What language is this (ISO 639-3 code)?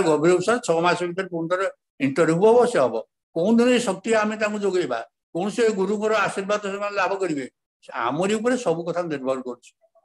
ori